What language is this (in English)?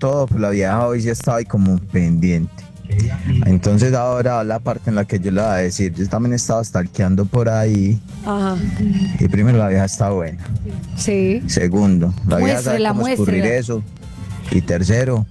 Spanish